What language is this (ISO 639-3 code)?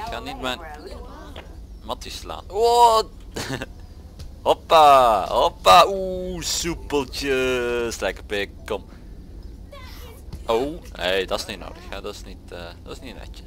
nld